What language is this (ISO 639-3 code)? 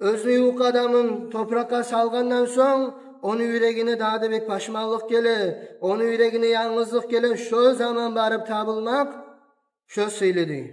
kum